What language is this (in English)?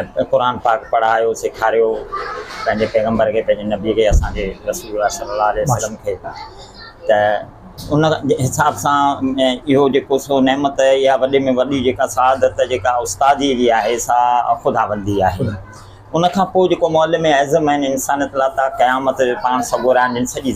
Sindhi